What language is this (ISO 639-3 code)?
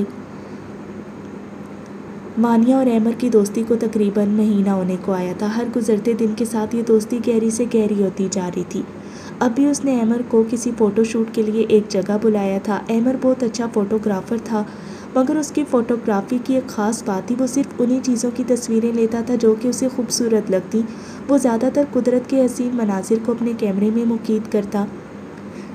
urd